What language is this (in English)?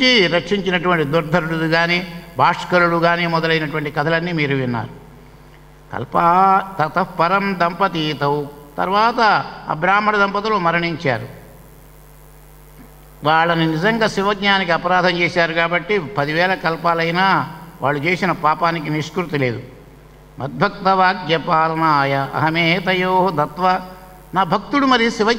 Telugu